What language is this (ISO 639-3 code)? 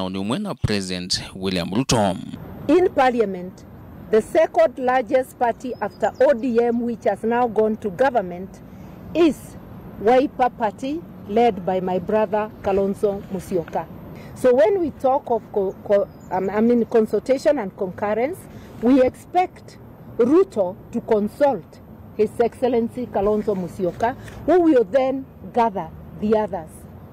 kam